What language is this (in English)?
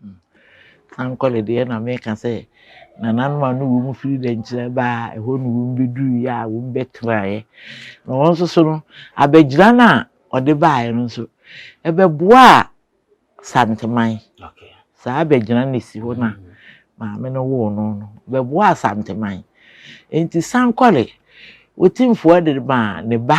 Akan